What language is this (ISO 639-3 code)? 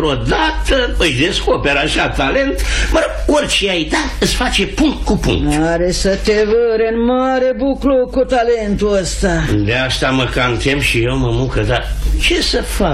ron